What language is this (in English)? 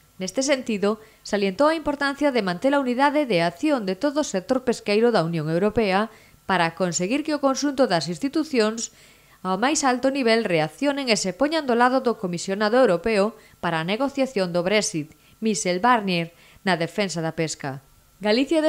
Galician